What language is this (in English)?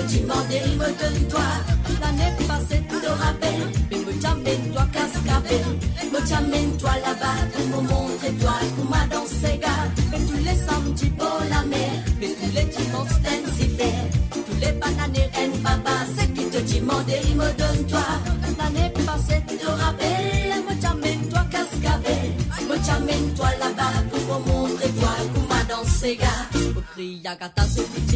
Morisyen